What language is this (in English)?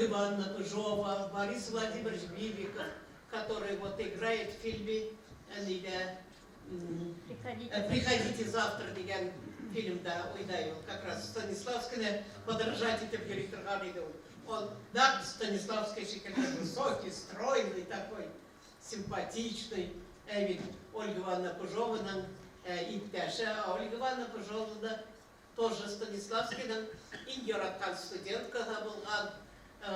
Bashkir